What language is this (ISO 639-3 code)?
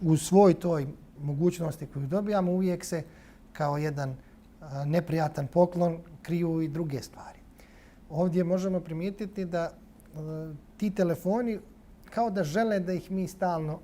bos